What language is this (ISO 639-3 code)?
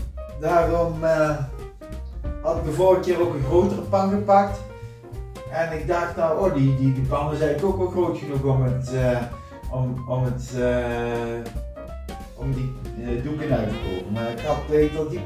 nld